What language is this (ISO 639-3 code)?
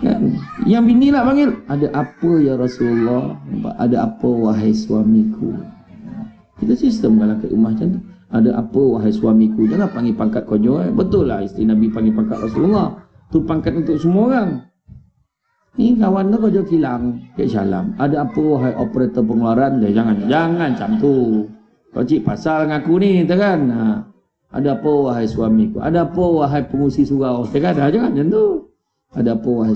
msa